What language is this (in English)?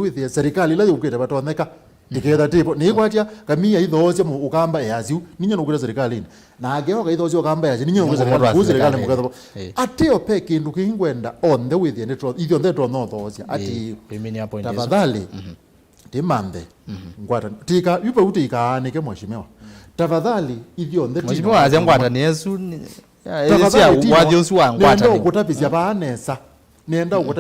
Kamba